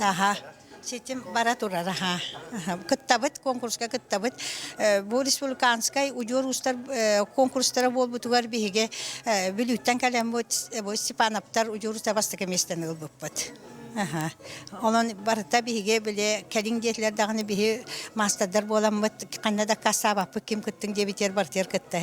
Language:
Yakut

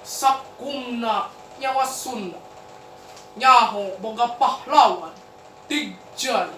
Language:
Sundanese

